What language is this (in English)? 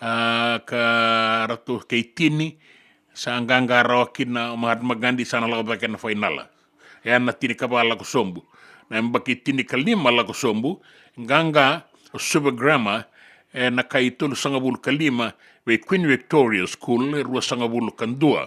Fijian